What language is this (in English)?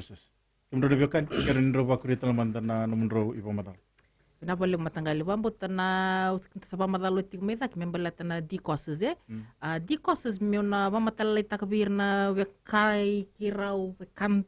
Fijian